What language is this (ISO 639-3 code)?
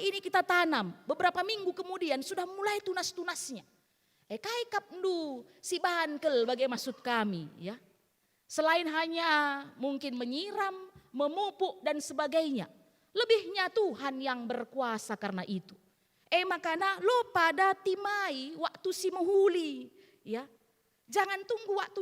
btx